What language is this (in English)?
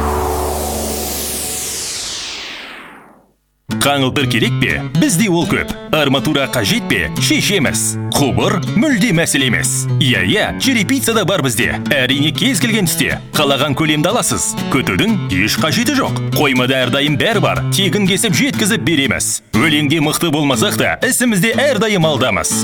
Kazakh